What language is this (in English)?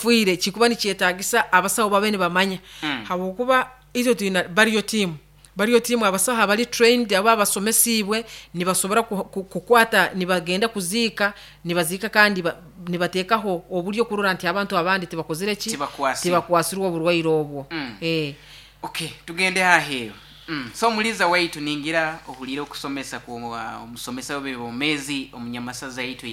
Nyoro